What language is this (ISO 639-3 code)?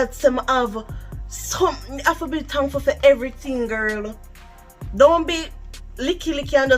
jam